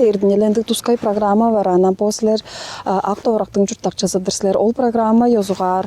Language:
Tuvinian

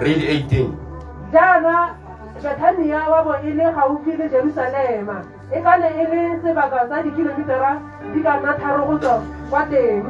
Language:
Tswana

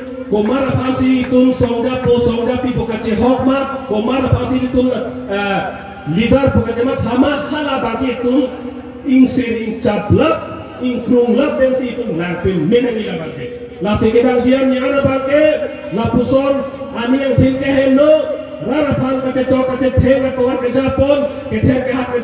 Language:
Karbi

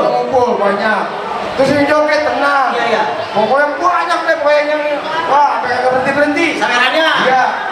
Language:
Betawi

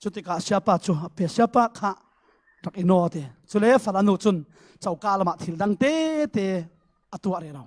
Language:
Falam Chin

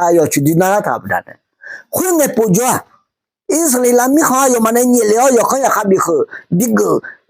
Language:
Akha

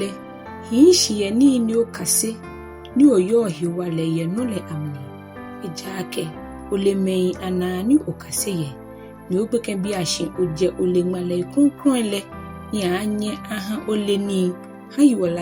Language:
Ga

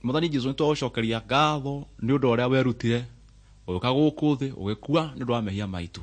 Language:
Kikuyu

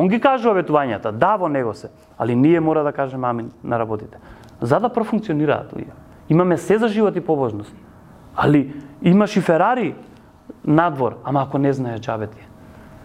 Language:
Macedonian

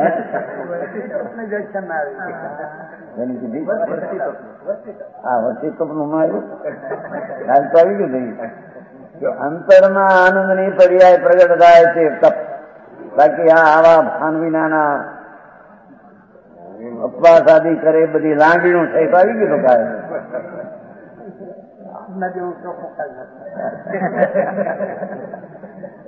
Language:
Gujarati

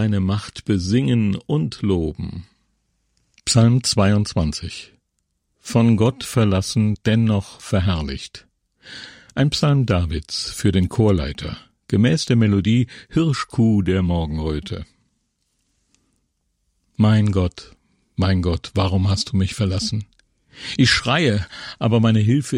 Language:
German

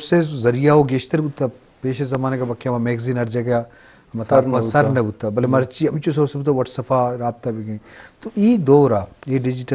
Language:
Eastern Balochi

